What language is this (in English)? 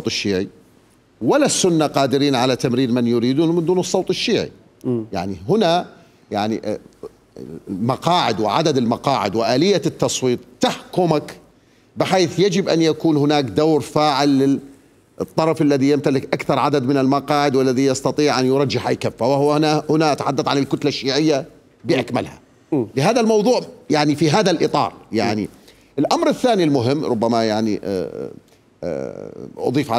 Mesopotamian Arabic